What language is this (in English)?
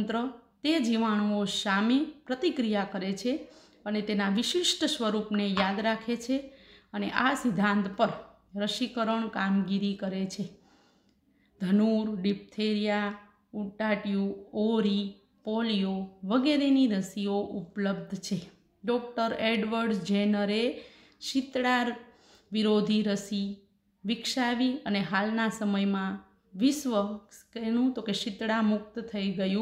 Gujarati